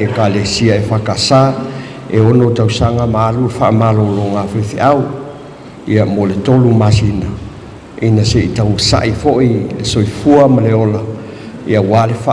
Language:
Samoan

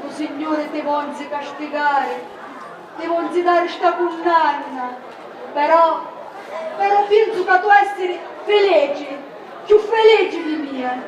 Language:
Sicilian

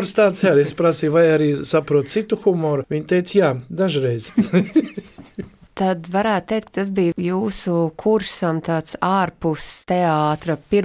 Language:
Latvian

